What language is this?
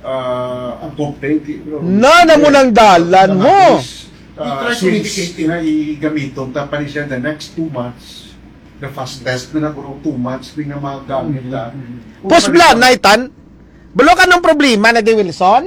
Hiligaynon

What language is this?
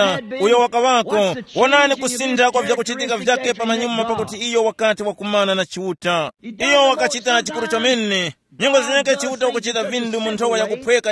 Tumbuka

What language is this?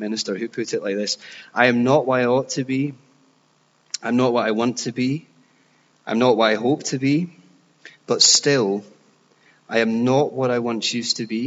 English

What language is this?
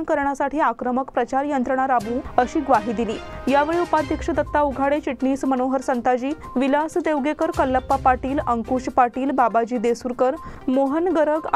Marathi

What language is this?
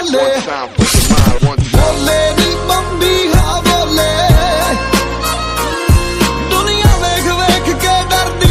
Punjabi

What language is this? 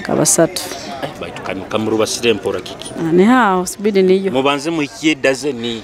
Nyoro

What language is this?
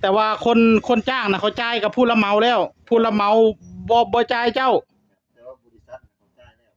Northeastern Thai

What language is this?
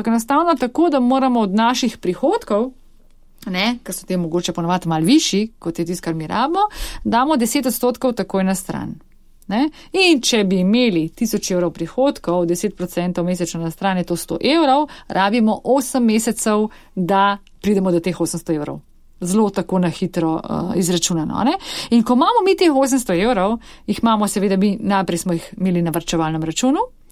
Slovenian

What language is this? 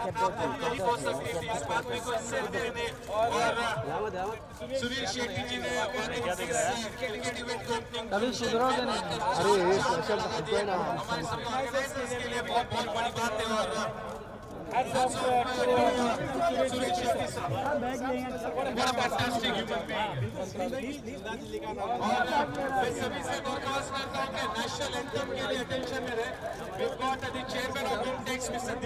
Hindi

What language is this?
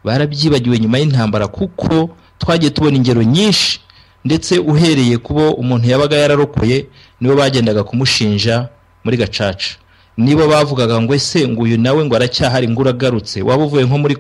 Kinyarwanda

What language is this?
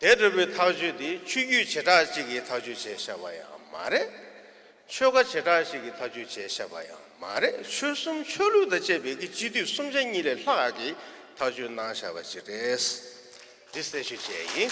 Tibetan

